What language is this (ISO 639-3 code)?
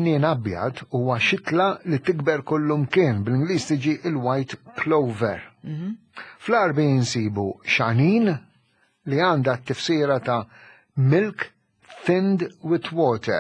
mlt